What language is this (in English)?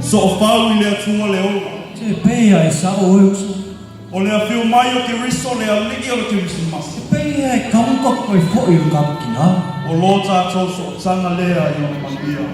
Samoan